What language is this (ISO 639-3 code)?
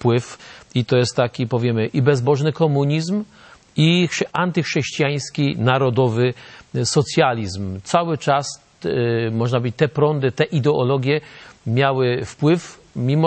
pol